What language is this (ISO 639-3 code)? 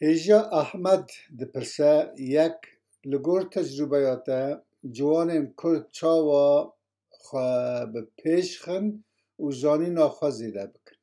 kur